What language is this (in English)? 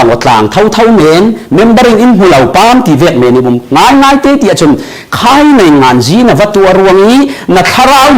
Falam Chin